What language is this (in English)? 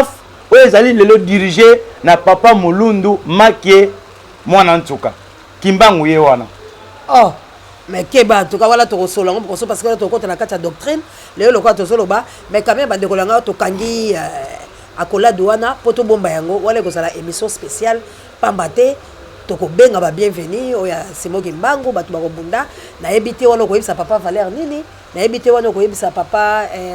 Lingala